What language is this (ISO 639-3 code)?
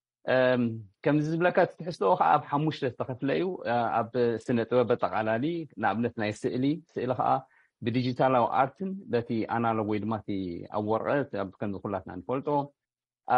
tir